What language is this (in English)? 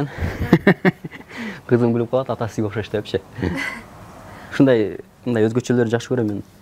Kyrgyz